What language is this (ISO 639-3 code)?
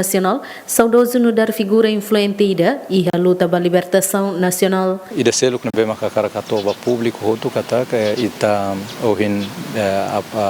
tet